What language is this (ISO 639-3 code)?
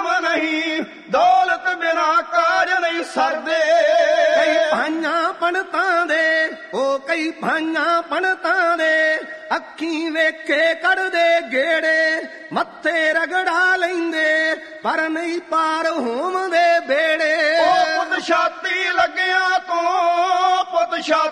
pan